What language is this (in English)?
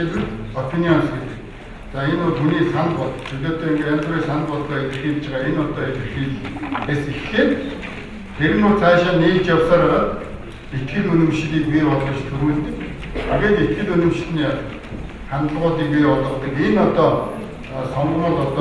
Mongolian